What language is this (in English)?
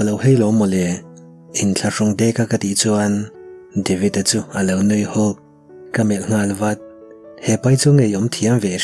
Mizo